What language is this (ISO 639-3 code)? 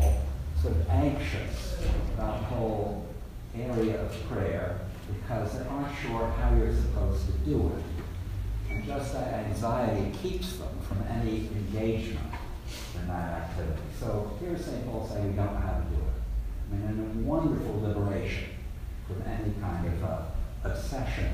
eng